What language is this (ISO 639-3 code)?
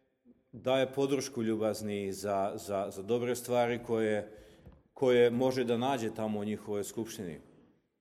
srp